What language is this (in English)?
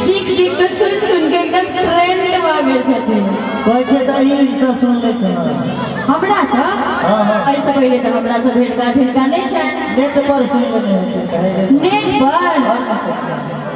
Maithili